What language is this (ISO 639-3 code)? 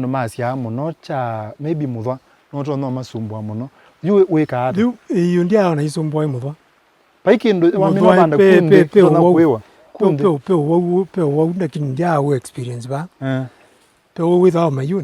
kam